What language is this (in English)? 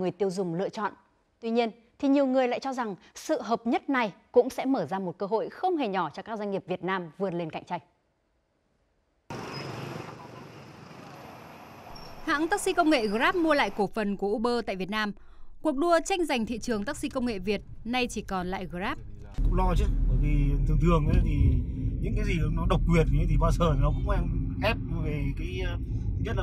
Vietnamese